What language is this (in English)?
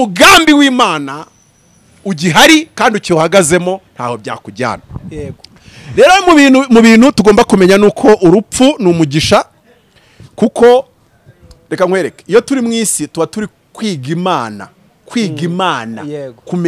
Kinyarwanda